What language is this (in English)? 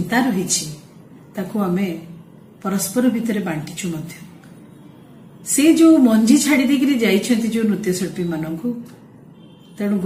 Odia